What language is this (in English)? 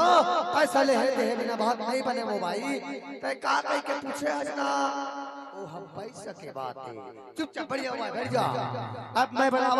Chhattisgarhi